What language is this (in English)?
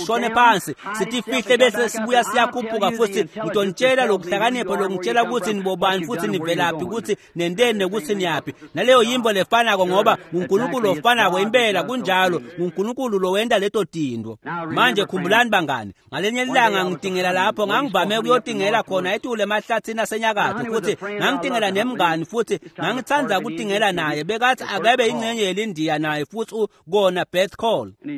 Swati